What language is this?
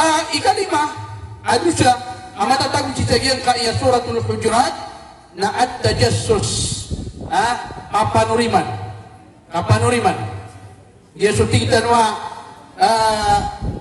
Maranao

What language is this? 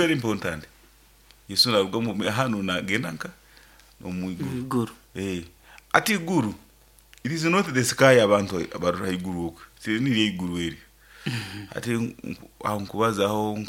Nyoro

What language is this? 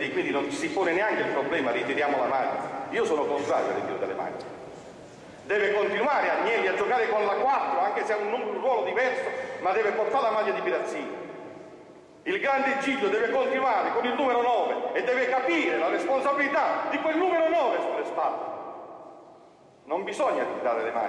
Italian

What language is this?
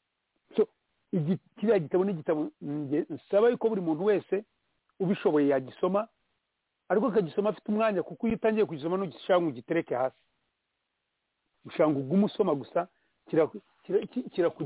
Kinyarwanda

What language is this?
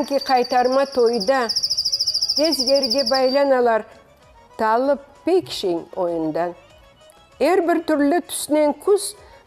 Crimean Tatar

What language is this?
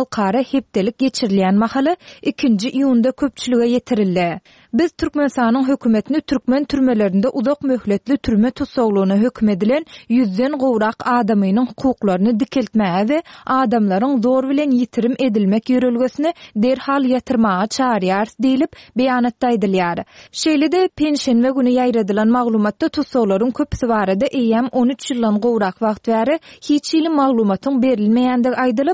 Turkmen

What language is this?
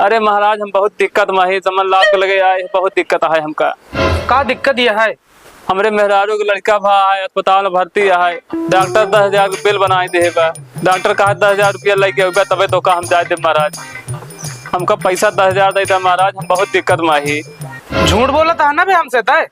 Awadhi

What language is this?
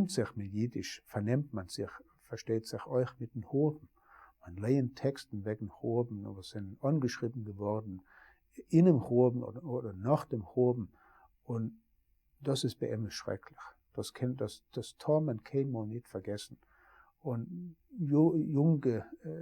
Yiddish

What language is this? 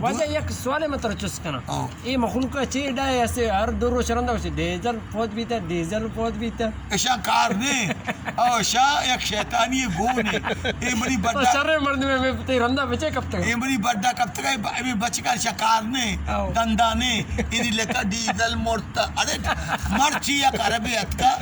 Baluchi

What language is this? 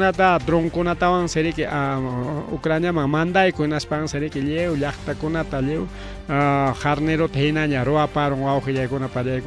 Ayacucho Quechua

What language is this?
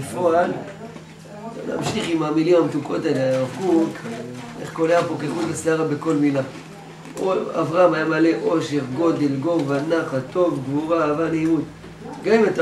Hebrew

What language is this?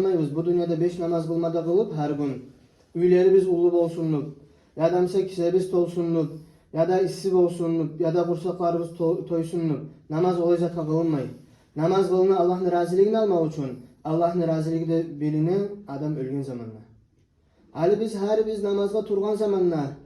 Kumyk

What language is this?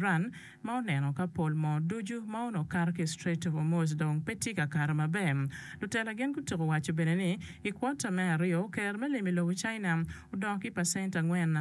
Acoli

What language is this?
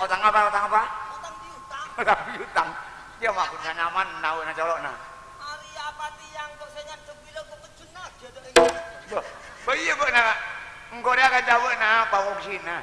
Madurese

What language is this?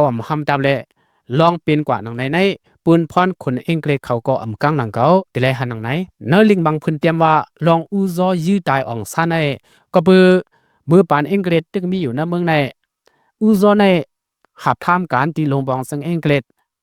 Shan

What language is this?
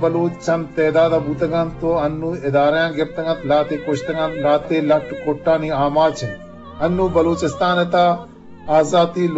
Eastern Balochi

